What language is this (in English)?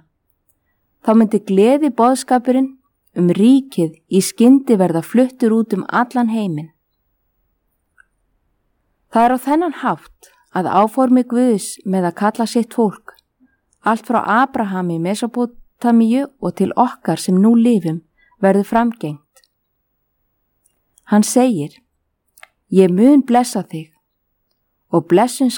Icelandic